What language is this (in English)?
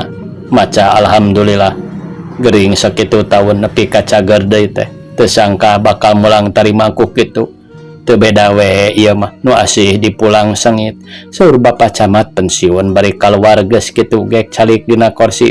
Sundanese